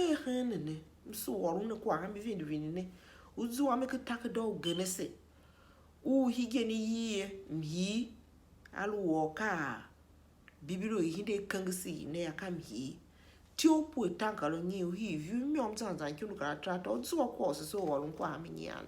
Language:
Tiv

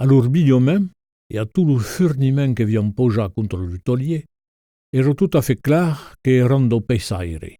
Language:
Occitan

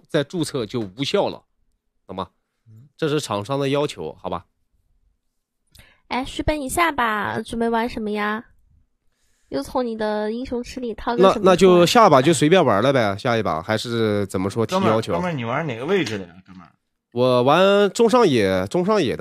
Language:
Chinese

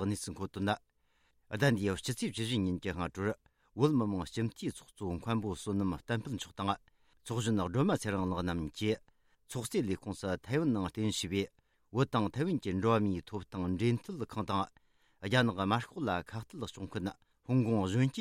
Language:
Tibetan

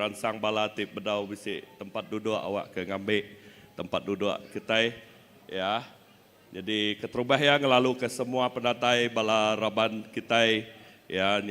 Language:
Iban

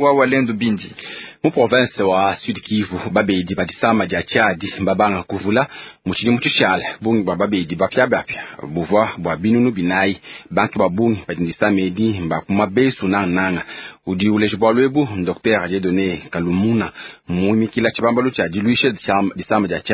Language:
Luba-Lulua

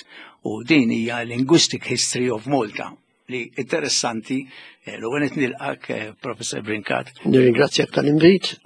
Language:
Maltese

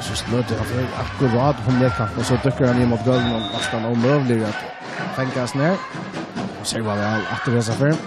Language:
Faroese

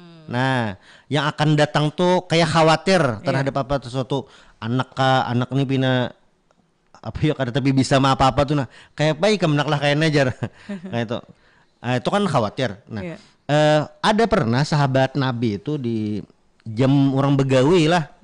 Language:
Banjar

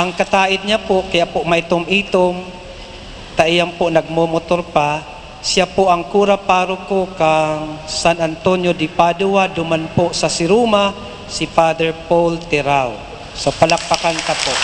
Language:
Bikol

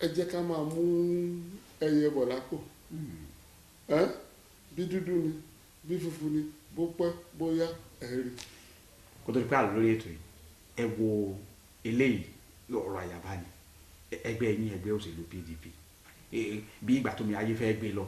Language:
Yoruba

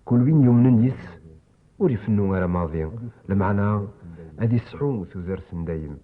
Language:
Kabyle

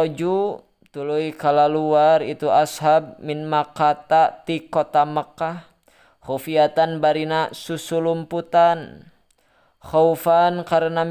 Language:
Sundanese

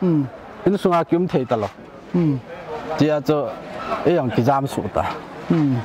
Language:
Paite Chin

